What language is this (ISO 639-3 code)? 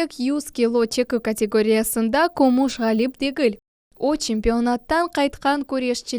crh